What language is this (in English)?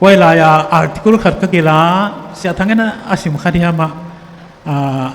Tedim Chin